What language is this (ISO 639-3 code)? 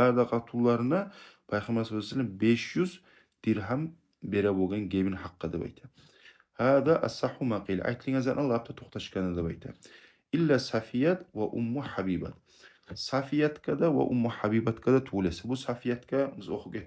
kum